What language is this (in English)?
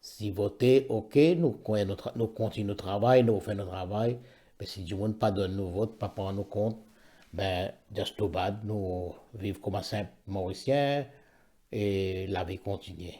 Morisyen